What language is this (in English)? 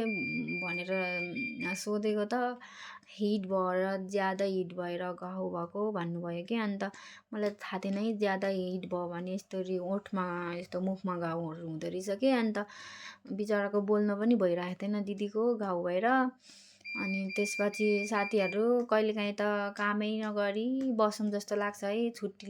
Nepali